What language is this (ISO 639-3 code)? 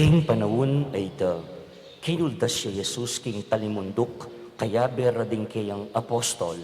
pam